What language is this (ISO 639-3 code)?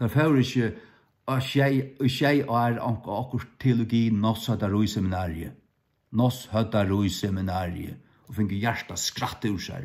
fao